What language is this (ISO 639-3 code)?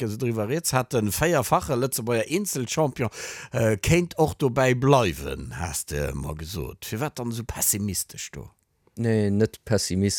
ltz